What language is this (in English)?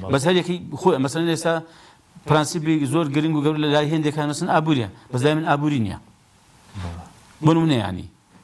Central Kurdish